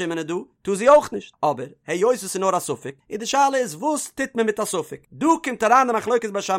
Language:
Yiddish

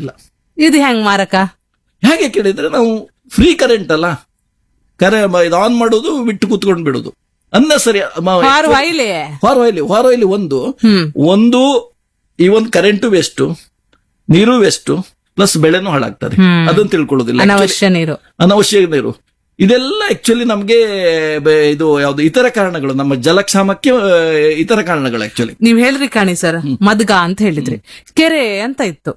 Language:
Kannada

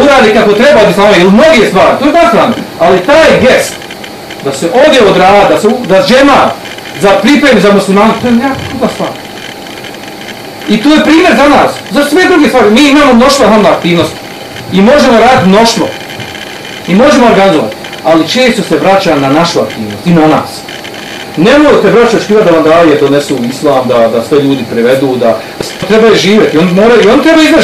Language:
Bosnian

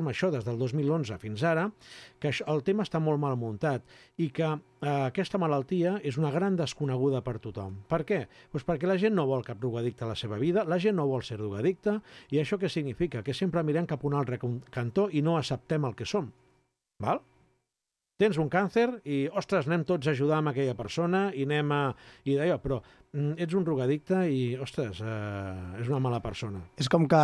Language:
Catalan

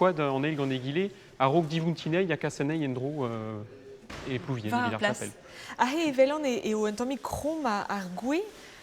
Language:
Breton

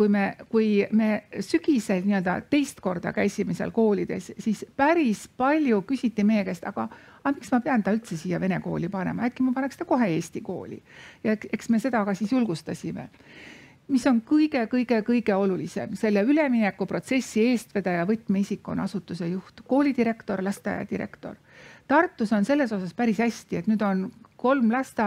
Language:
Estonian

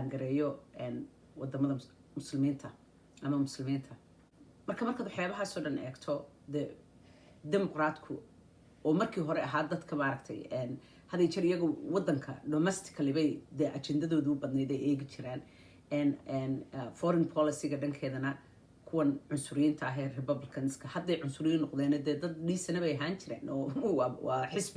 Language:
Somali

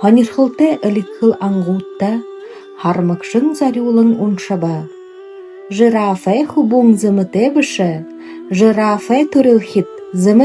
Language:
Buriat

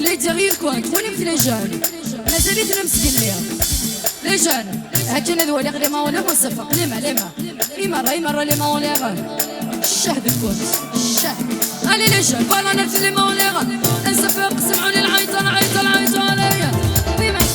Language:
Kabyle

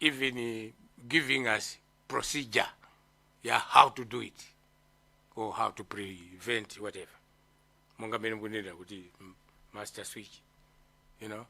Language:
Nyanja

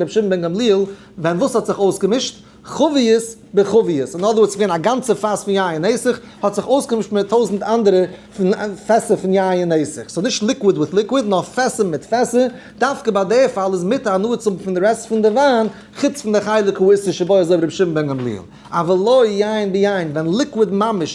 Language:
Yiddish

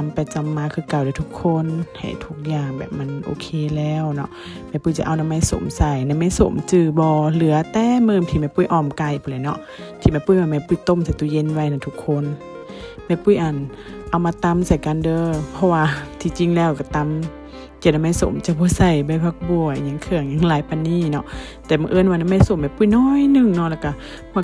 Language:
Lao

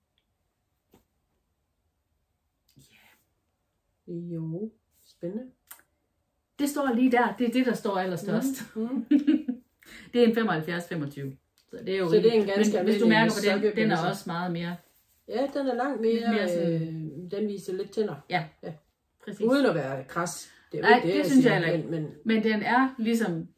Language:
Danish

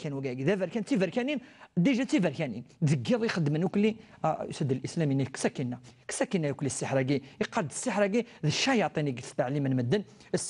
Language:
Kabyle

